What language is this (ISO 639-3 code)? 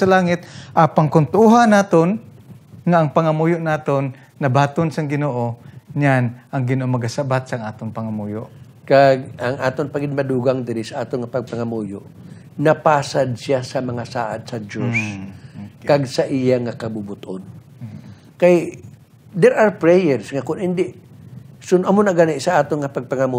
hil